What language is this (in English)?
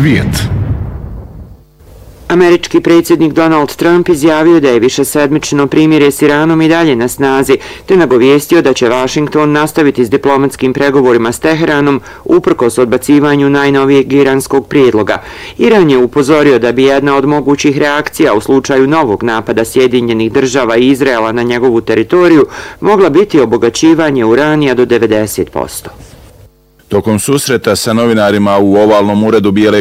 Bosnian